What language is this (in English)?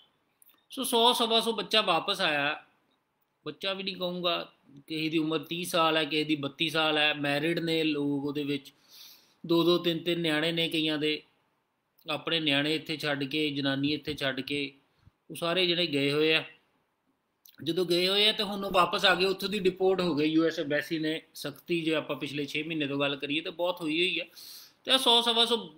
Punjabi